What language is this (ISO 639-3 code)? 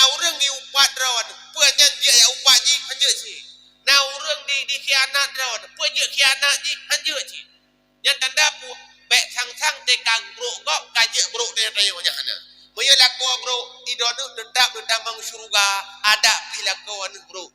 ace